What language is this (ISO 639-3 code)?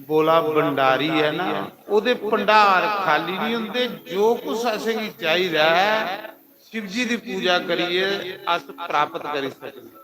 doi